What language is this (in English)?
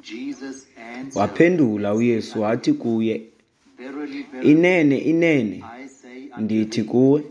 Xhosa